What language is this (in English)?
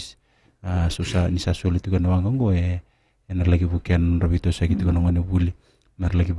Fijian